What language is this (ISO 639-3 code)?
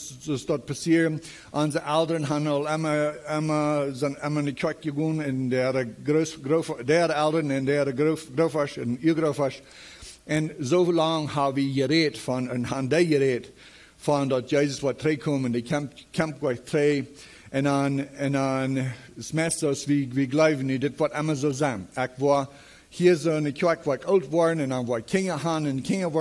pdt